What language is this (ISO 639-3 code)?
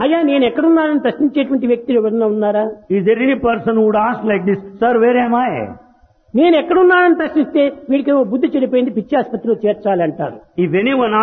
tel